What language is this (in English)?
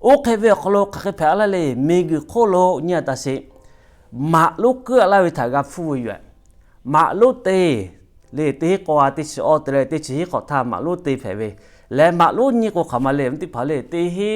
Lahu